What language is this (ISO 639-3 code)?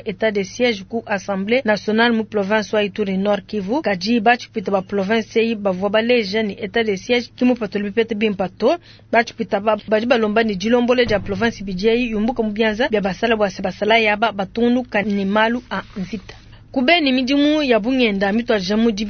lua